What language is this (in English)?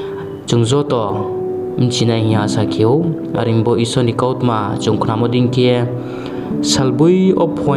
Riang (India)